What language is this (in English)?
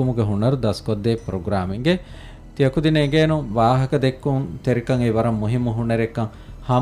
Divehi